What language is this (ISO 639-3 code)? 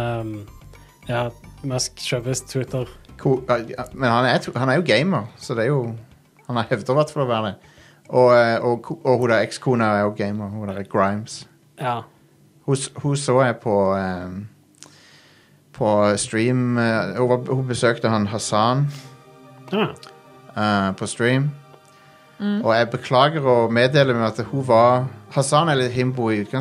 nor